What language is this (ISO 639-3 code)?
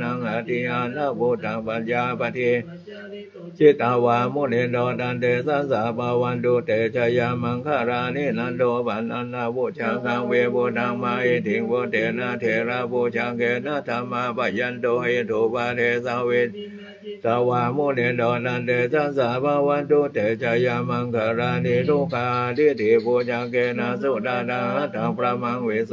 pli